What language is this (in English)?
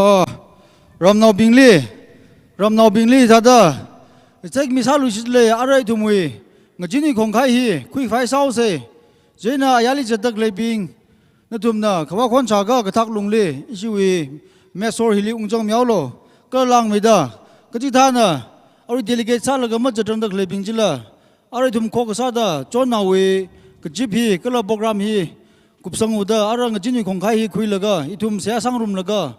Tangkhul Naga (India)